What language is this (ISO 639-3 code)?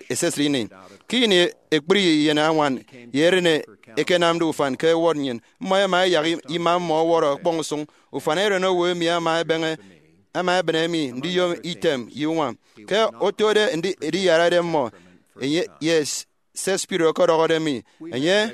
efi